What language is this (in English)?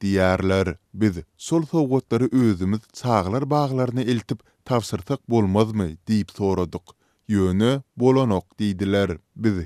Turkmen